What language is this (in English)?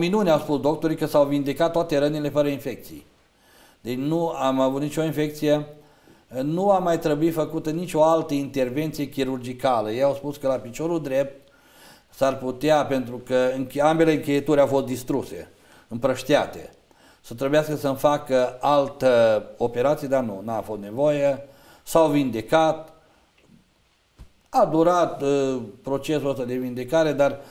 Romanian